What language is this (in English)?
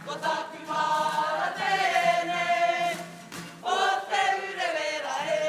Māori